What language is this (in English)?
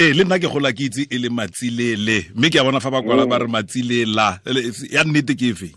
Tswana